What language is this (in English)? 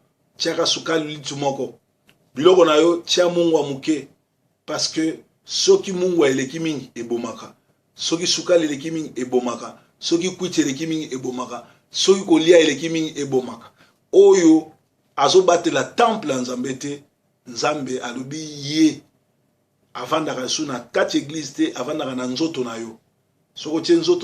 Lingala